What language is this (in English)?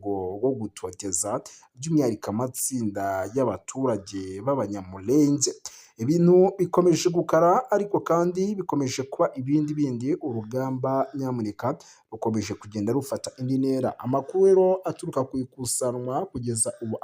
Kinyarwanda